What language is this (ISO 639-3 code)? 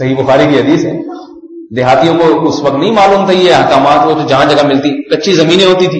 urd